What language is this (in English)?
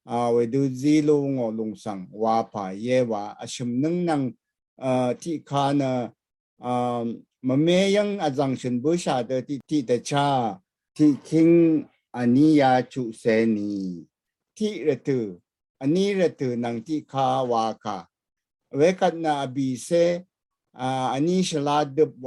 Rawang